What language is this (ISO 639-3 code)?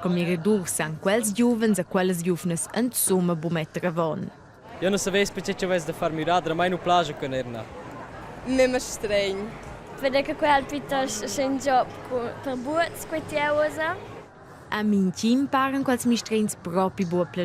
roh